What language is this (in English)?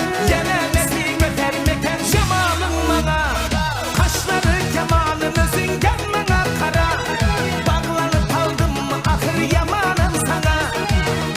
Kara-Kalpak